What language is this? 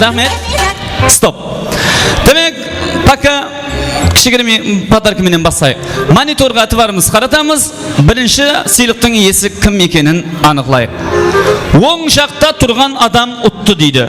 Kara-Kalpak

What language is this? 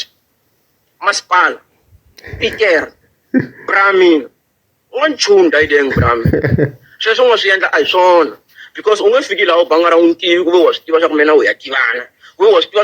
Tsonga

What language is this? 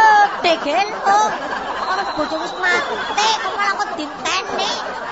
Javanese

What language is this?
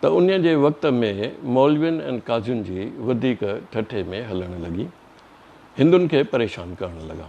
Sindhi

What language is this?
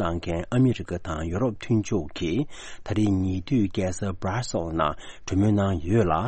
Tibetan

